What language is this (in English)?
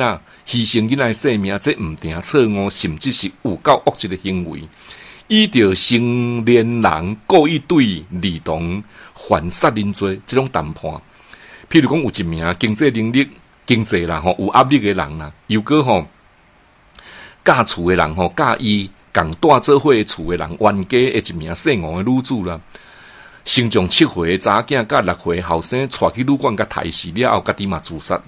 Min Nan Chinese